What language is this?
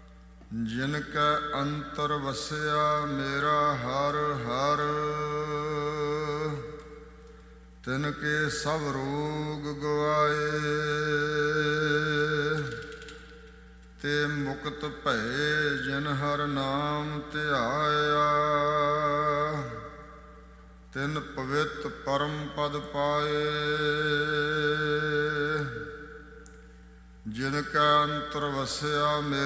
Punjabi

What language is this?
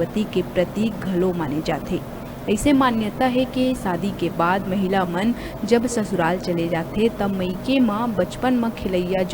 Chhattisgarhi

